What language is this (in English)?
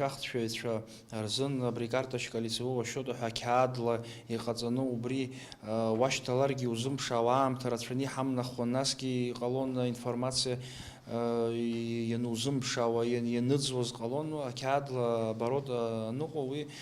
Abkhazian